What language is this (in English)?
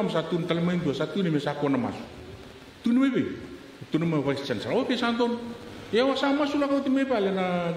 Fijian